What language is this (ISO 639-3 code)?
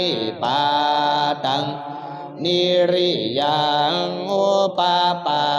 pli